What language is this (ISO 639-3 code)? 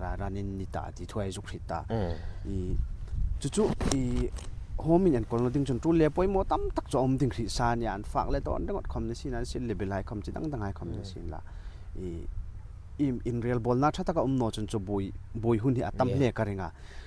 hmr